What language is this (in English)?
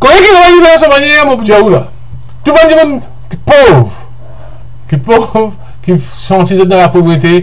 Morisyen